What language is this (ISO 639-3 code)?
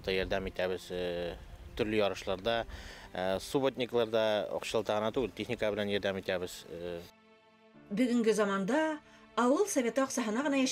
bak